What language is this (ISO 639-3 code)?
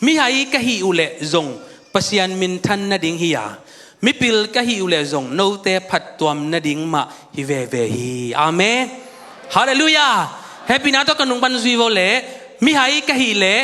ctd